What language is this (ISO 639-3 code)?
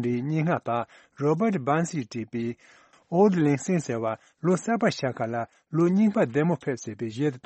bod